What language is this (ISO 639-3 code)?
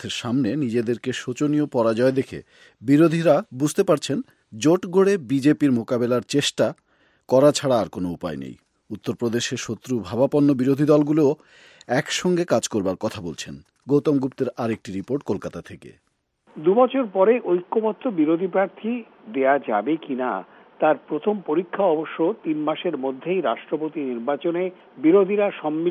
ben